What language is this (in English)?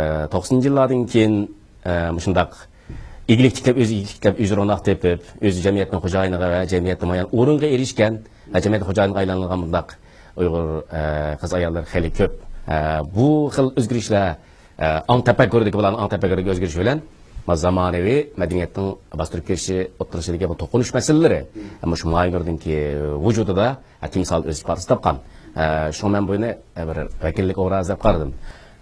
Uyghur